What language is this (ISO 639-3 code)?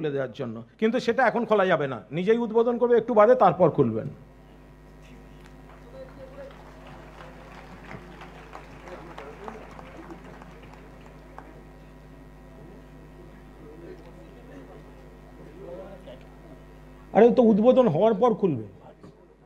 ben